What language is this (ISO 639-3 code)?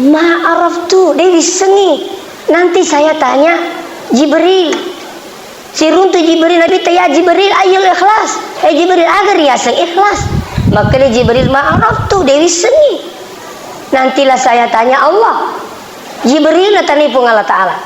bug